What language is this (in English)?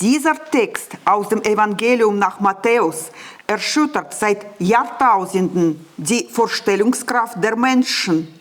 Swiss German